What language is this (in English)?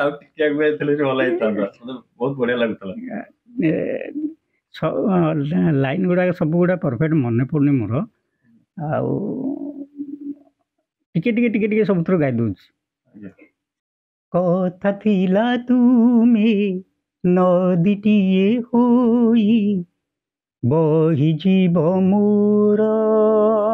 Odia